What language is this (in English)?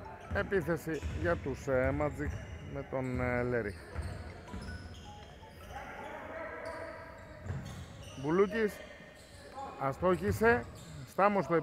Greek